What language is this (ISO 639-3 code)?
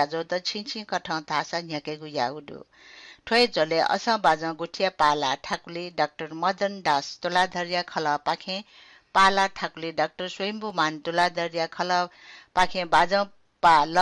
new